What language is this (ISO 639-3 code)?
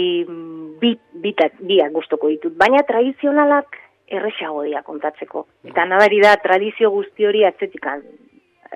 eus